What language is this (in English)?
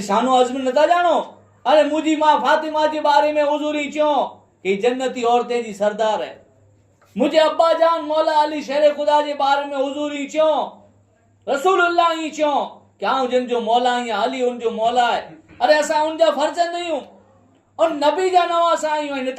Kachhi